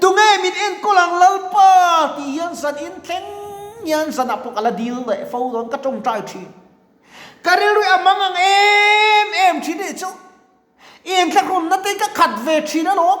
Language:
Mizo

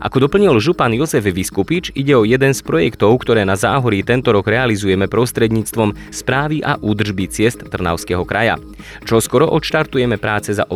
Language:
Slovak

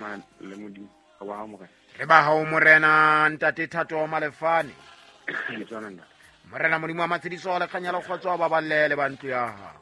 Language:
Southern Sotho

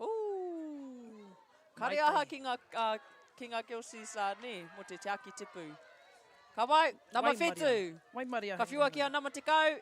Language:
Māori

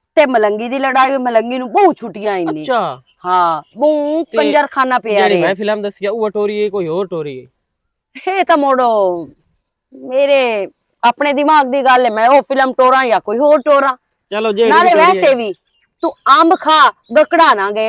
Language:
Western Panjabi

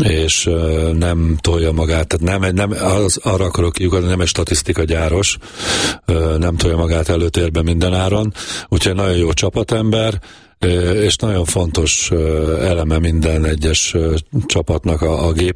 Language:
Hungarian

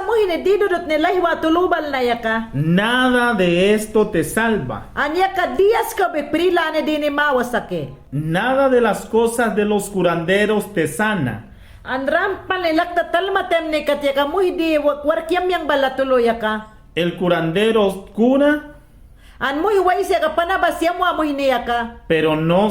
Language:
Mayangna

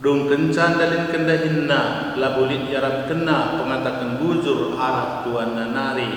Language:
Batak Karo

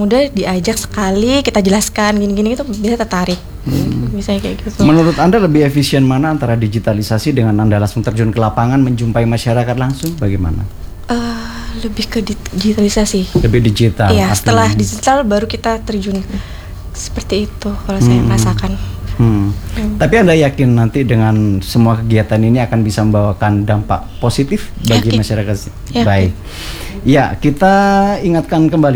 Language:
Indonesian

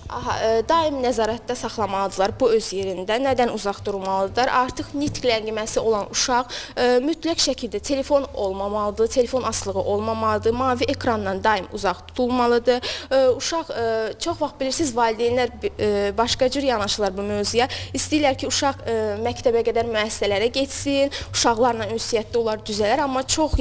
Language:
Azerbaijani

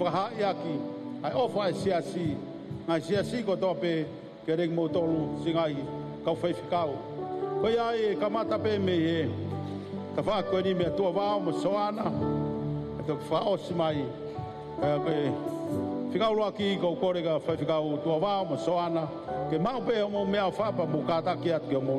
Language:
Tongan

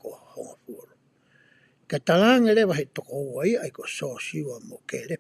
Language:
Tongan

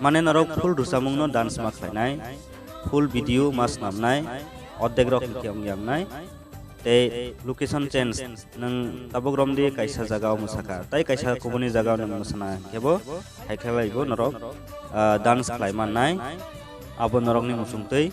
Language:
Kok Borok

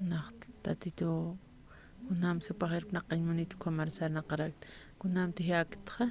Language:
Aymara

